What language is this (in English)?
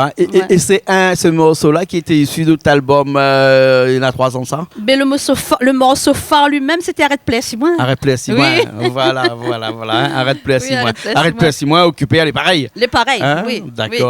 Réunion Creole French